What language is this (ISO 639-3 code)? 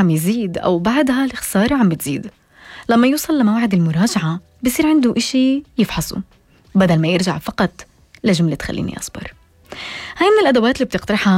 apc